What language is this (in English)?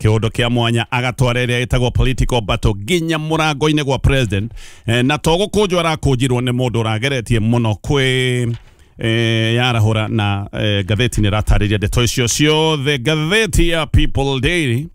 Kikuyu